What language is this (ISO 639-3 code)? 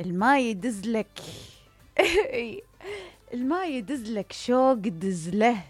acm